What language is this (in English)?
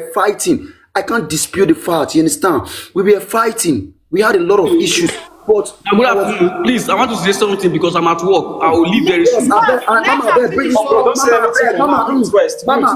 Nigerian Pidgin